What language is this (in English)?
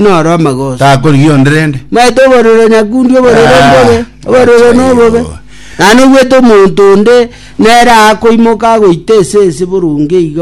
Gusii